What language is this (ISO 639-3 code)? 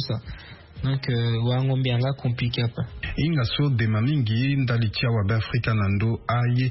sag